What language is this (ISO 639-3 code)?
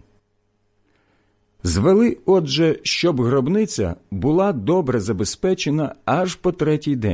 ukr